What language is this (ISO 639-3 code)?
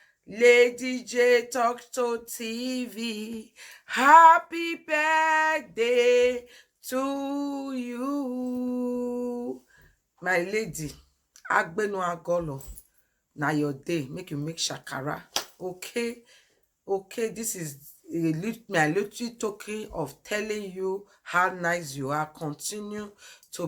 pcm